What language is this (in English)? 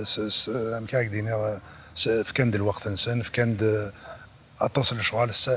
Kabyle